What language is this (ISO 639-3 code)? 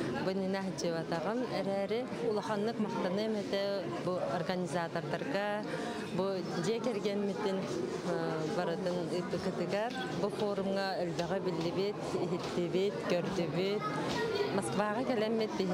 sah